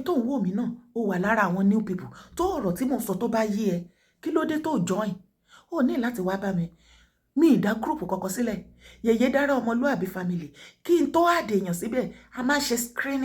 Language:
Yoruba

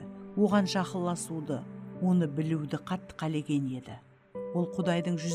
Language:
Kara-Kalpak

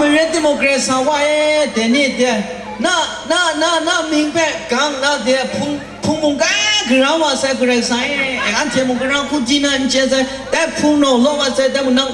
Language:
Kachin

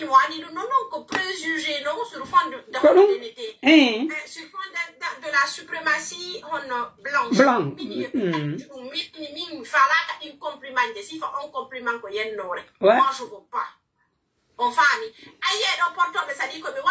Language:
Pular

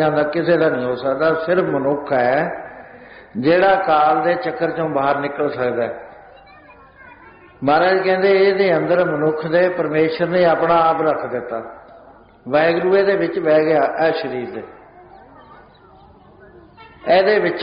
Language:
Punjabi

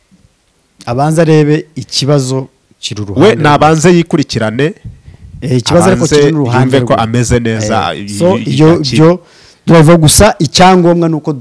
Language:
Kinyarwanda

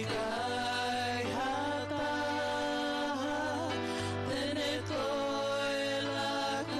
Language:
Tongan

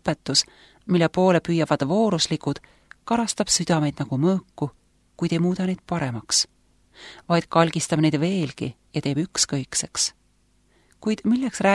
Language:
Estonian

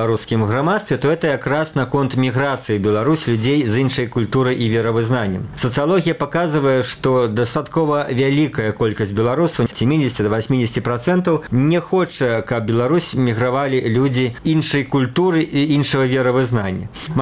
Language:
Belarusian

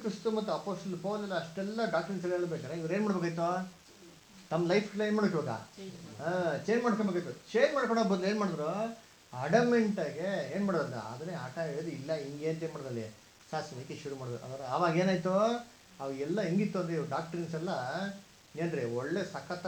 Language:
Kannada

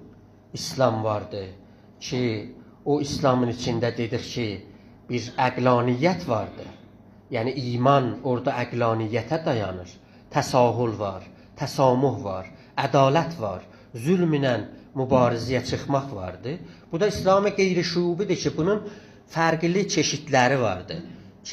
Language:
South Azerbaijani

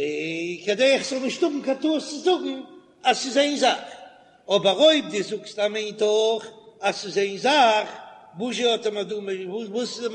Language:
Yiddish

